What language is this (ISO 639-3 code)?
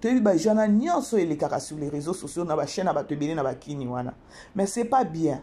lin